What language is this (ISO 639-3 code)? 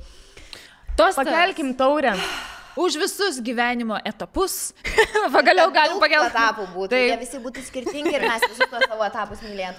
lit